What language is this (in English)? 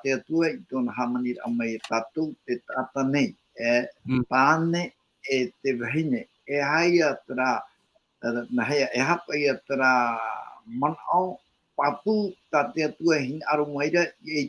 Tahitian